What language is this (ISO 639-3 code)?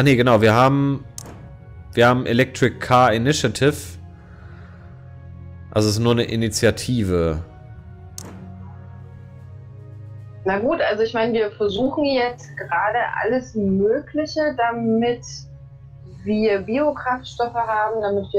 deu